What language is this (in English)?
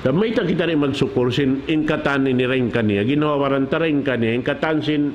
Tausug